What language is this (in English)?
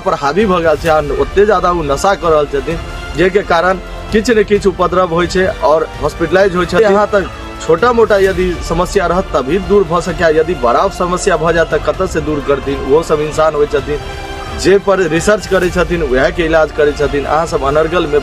Maithili